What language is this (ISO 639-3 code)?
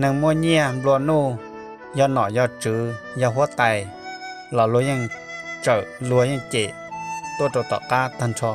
hmn